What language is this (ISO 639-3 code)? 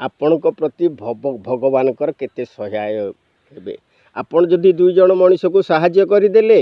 ori